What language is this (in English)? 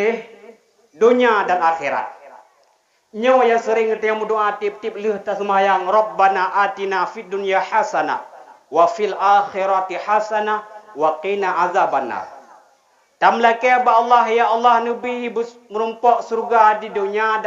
Achinese